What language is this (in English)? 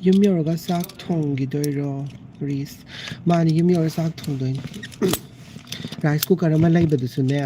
Manipuri